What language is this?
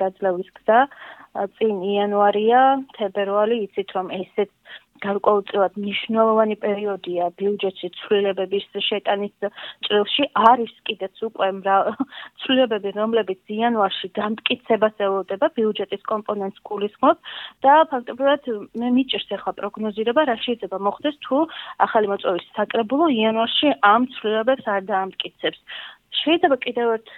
Georgian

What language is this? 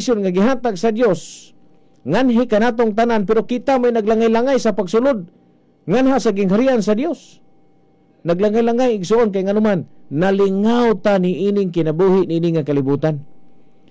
Cebuano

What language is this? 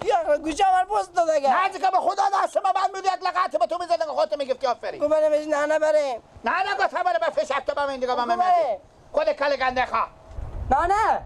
Persian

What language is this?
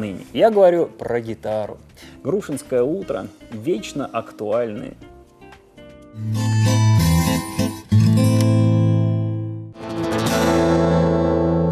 Russian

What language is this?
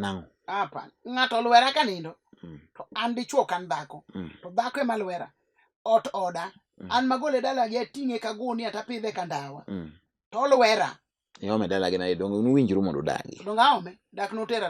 Luo (Kenya and Tanzania)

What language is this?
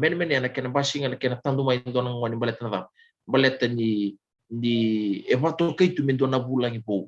Fijian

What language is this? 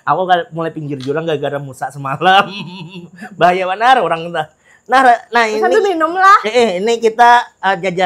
Banjar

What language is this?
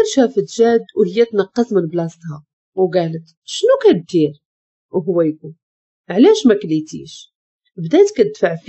Moroccan Arabic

